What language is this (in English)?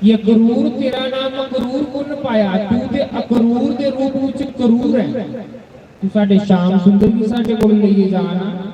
Dogri